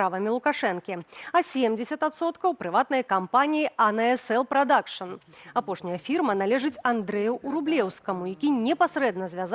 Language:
Belarusian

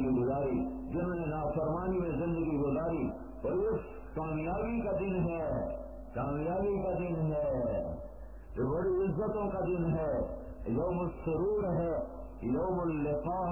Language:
Urdu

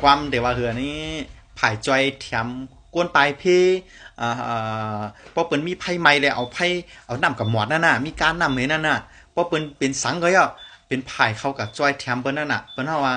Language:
Shan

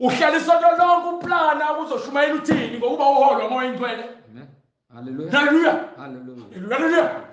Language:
Zulu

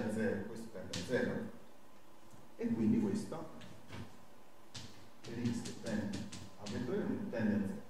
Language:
Italian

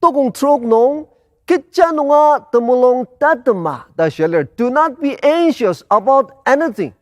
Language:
Ao Naga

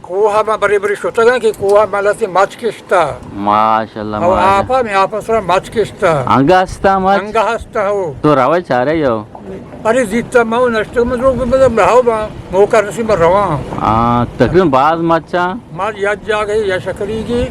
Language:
Eastern Balochi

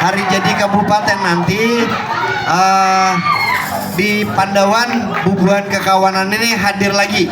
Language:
Banjar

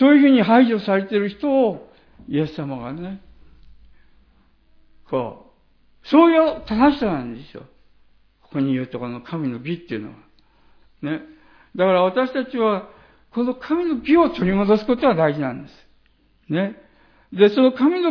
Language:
Japanese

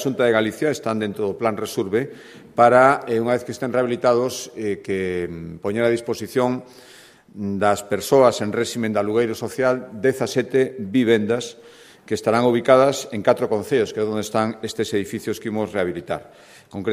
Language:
Galician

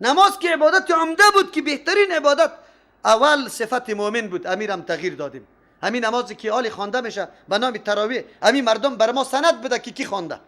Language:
Persian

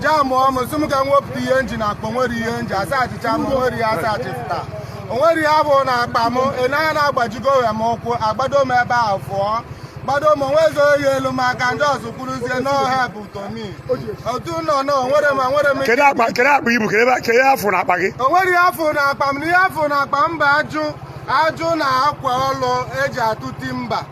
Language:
Igbo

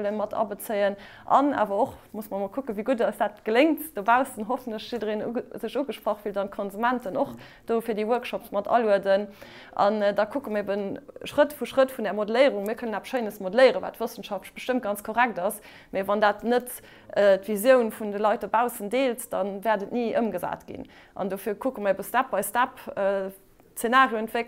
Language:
Luxembourgish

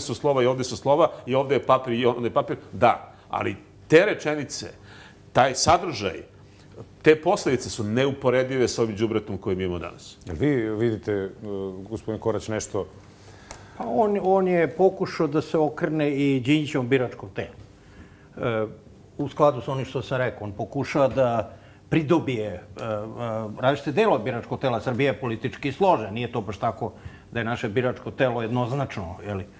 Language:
Serbian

